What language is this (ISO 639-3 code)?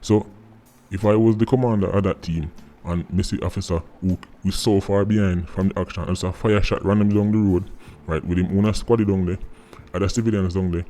jam